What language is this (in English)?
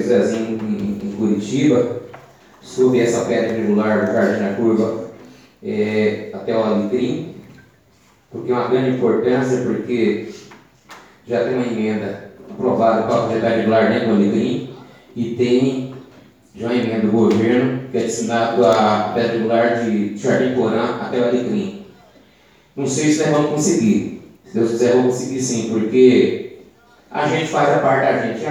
Portuguese